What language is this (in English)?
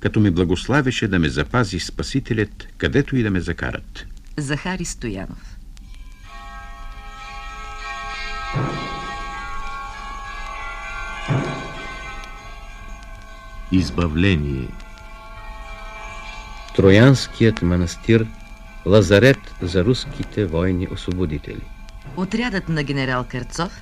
Bulgarian